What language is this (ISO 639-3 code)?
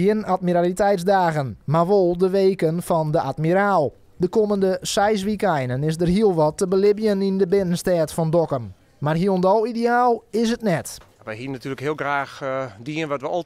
fry